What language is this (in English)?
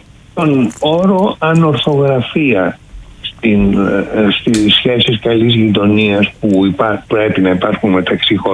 Greek